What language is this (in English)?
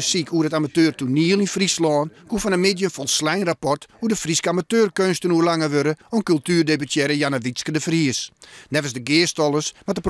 Western Frisian